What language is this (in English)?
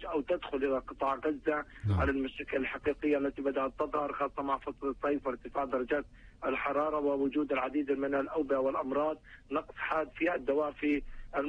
Arabic